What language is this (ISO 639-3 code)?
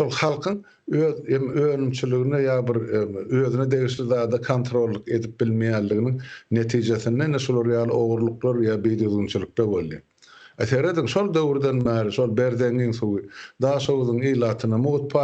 tuk